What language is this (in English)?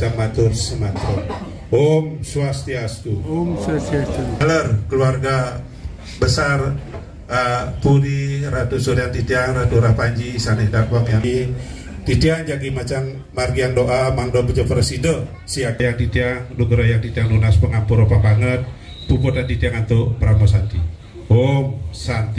Balinese